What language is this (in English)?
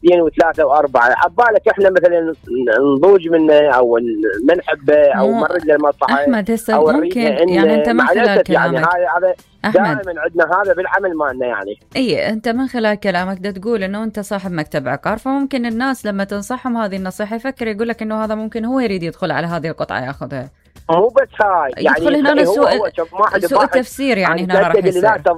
Mesopotamian Arabic